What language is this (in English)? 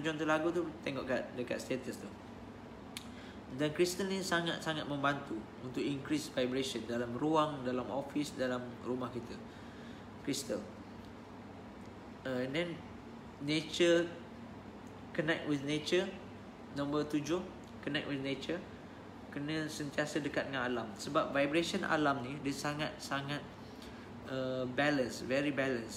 Malay